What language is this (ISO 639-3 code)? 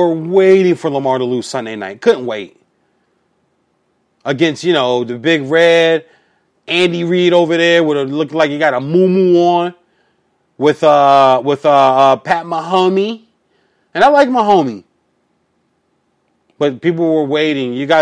eng